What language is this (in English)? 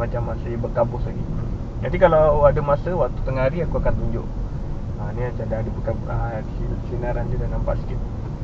Malay